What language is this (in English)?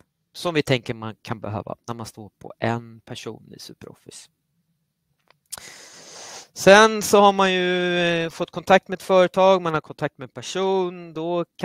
Swedish